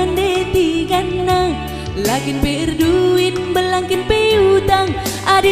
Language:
Batak Karo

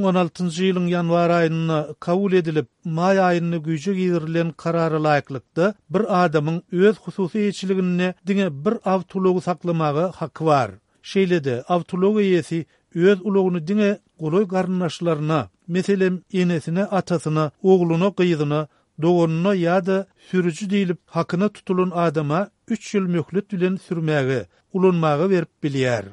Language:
Turkmen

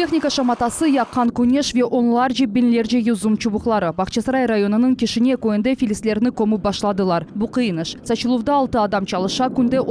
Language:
Crimean Tatar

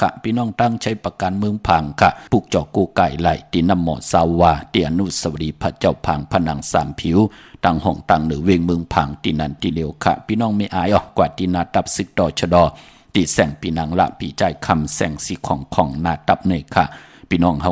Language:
Shan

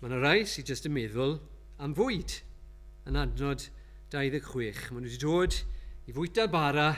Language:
Welsh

